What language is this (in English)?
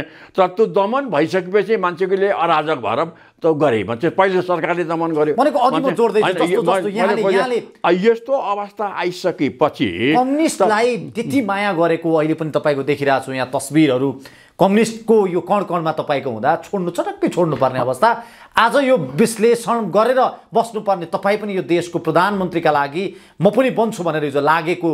Nepali